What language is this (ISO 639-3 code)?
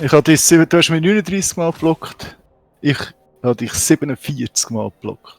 gsw